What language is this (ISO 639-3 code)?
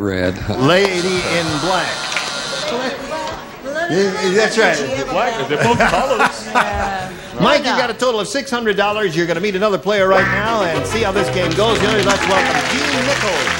eng